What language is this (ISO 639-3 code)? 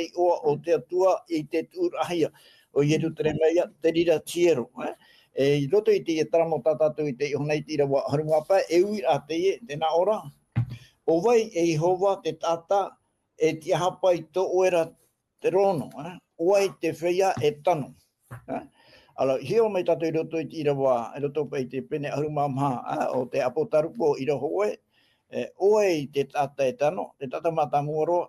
tah